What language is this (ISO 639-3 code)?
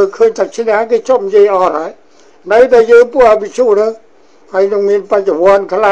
khm